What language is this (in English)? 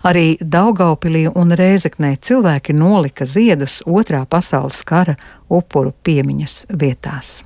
Latvian